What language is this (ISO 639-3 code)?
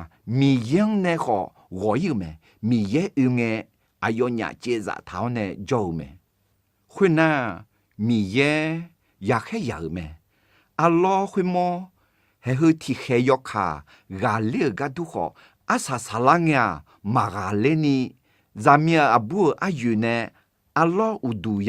ahk